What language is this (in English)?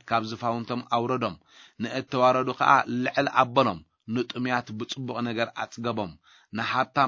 Tigrinya